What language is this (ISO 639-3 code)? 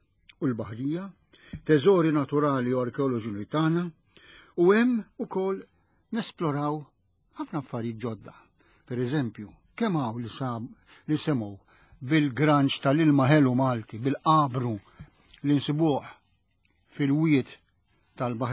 mlt